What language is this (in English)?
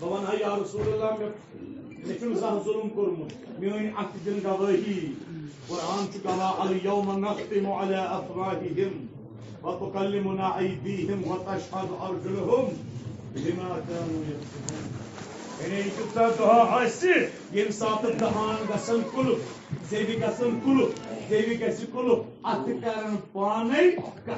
Kashmiri